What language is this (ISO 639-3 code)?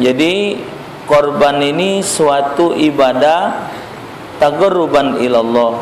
mui